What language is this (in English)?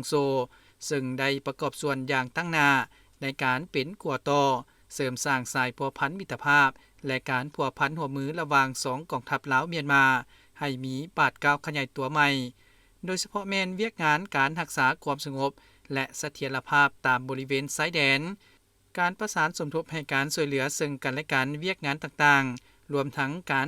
Lao